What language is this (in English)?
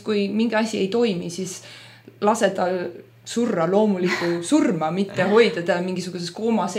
Estonian